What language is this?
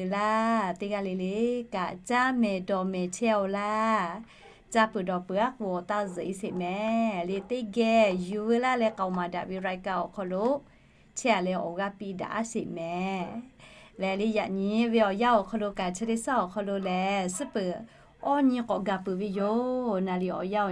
Lahu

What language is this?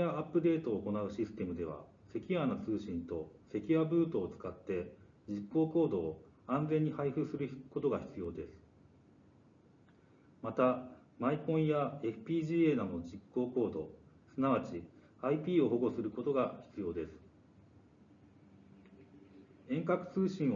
Japanese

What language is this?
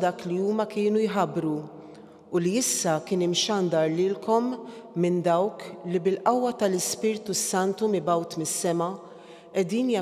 Maltese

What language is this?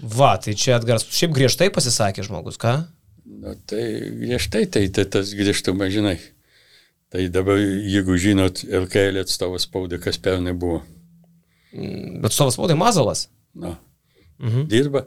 Lithuanian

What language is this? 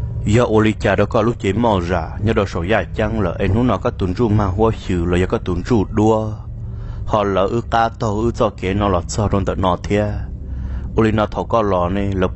Vietnamese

